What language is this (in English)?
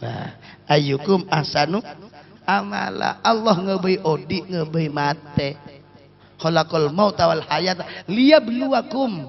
Madurese